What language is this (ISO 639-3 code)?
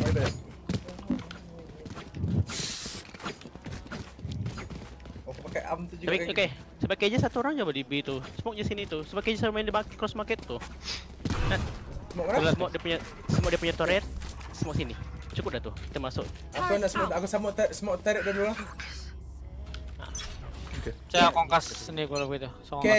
msa